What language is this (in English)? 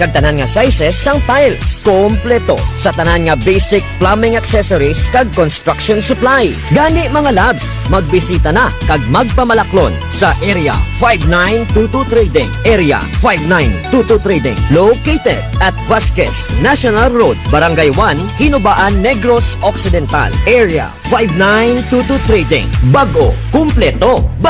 Hiligaynon